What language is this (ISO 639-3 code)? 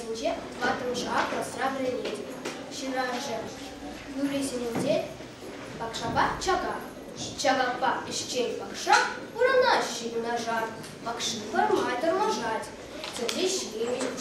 chv